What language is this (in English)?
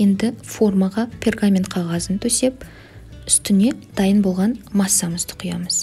Kazakh